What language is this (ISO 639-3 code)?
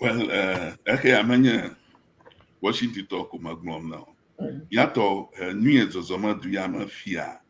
ewe